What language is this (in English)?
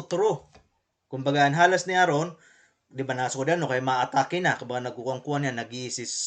Waray